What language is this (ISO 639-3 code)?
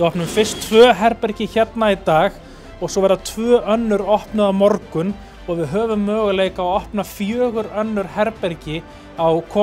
isl